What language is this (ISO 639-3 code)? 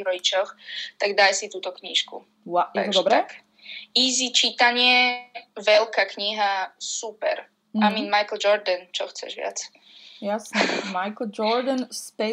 slk